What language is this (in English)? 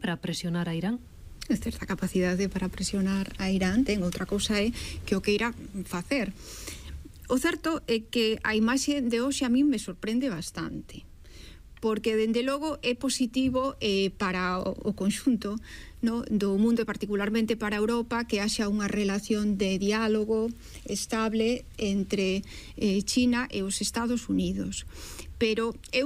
Galician